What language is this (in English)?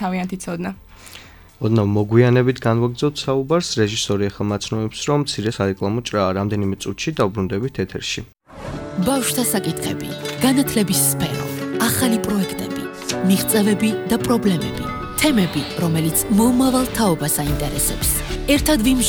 Georgian